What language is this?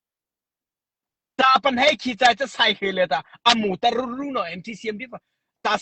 Mara Chin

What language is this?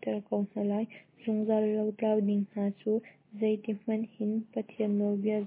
Hakha Chin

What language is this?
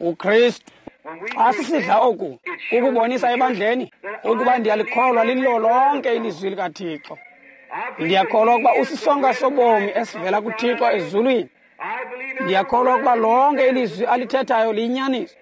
Xhosa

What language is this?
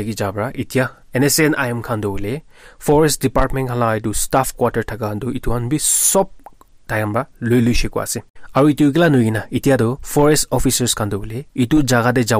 Naga Pidgin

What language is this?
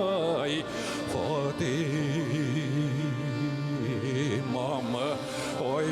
Bashkir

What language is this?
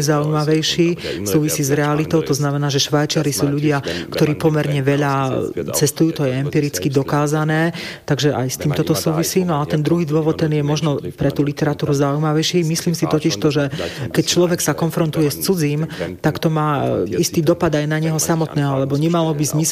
Slovak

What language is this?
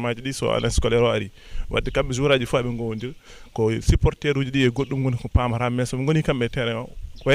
Fula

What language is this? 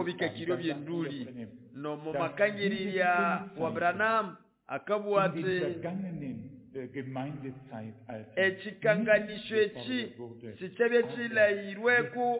Nande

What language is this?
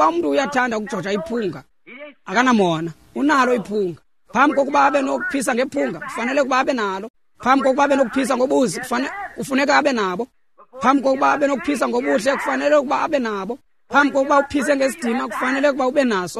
Xhosa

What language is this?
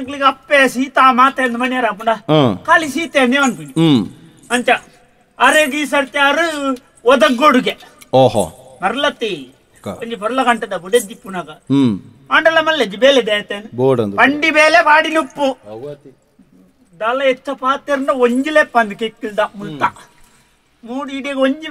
Tulu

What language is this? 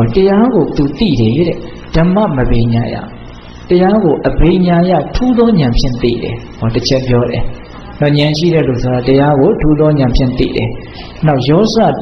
Burmese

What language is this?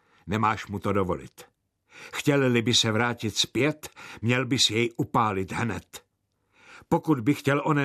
Czech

